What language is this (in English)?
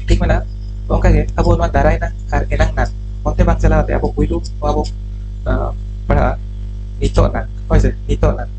Santali